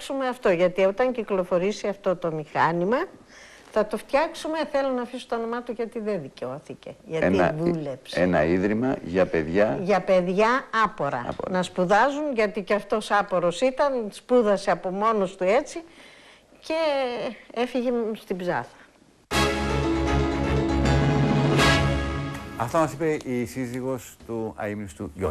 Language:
Greek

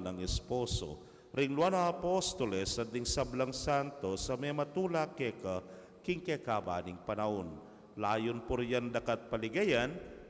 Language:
Pampanga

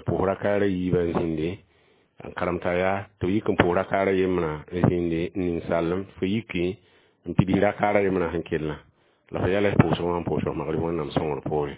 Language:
Mossi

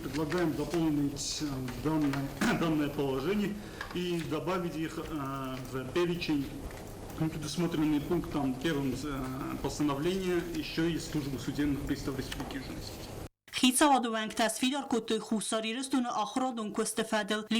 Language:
Ossetic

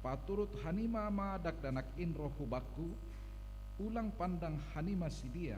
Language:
Batak Simalungun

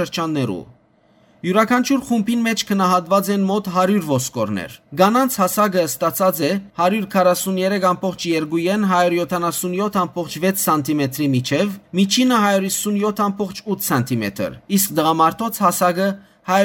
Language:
Western Armenian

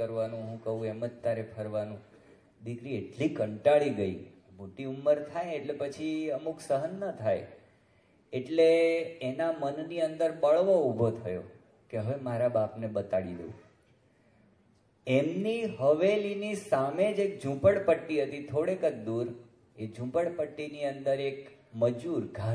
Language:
Gujarati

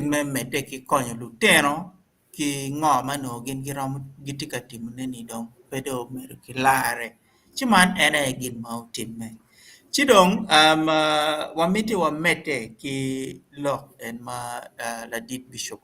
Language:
Acoli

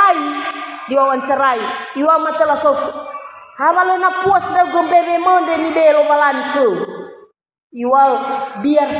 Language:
Nias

